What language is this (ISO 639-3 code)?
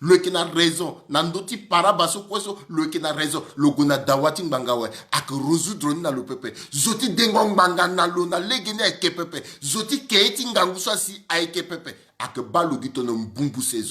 sag